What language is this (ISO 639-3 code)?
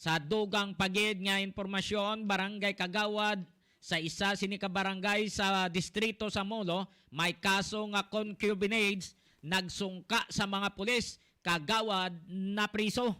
hil